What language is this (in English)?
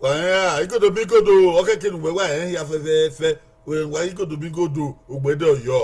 Bini